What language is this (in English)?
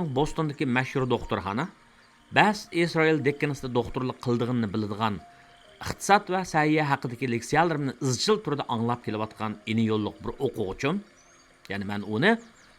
Uyghur